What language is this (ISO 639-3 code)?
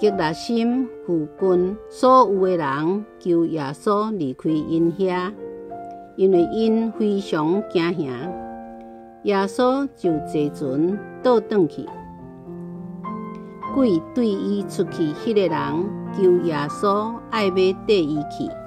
nan